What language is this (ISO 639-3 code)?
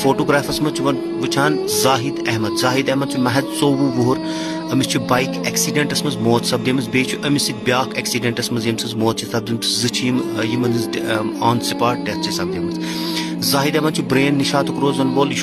kas